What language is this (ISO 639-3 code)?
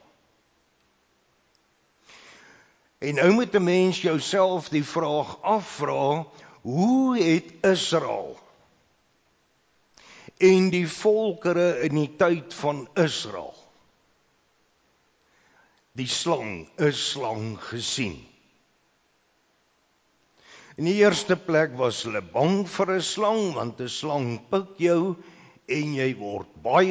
afr